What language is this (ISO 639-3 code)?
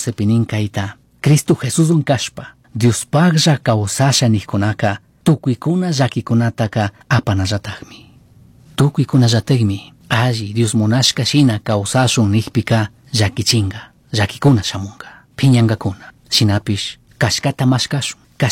qug